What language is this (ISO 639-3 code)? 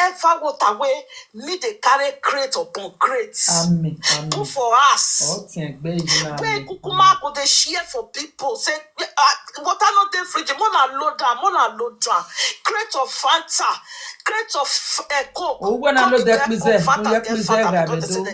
pcm